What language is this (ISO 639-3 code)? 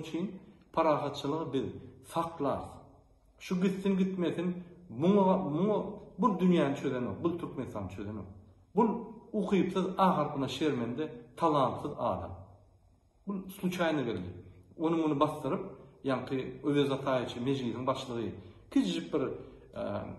tuk